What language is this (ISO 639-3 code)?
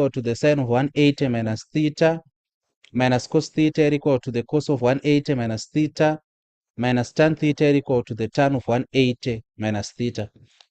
sna